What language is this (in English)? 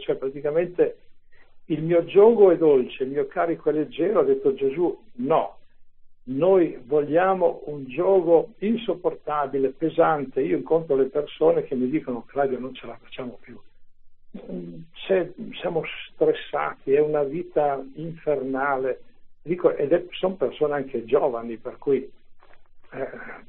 Italian